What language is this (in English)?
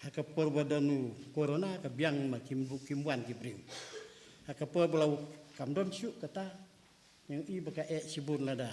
Khasi